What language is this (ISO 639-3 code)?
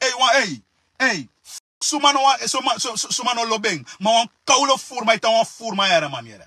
srn